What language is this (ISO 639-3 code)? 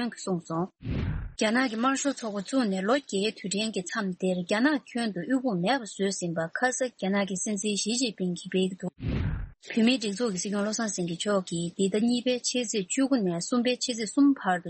bod